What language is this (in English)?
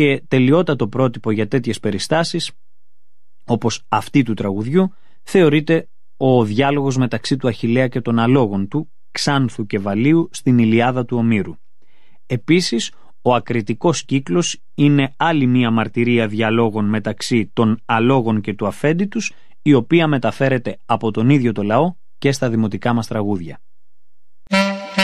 Greek